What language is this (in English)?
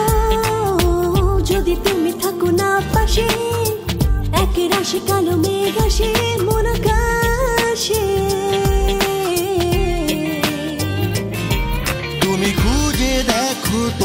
Bangla